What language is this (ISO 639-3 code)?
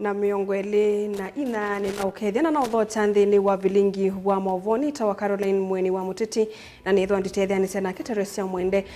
kam